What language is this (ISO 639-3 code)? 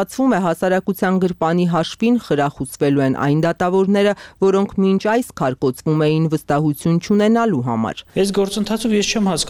hye